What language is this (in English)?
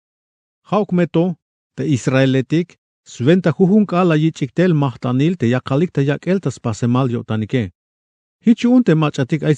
Tzeltal